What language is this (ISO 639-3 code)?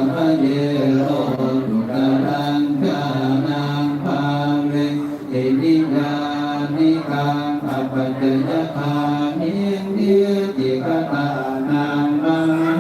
pli